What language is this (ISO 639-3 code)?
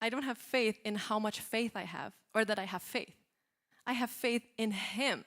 eng